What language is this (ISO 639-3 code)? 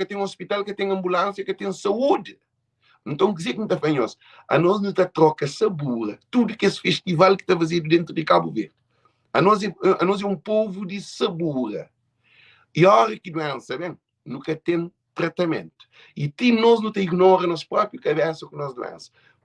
kea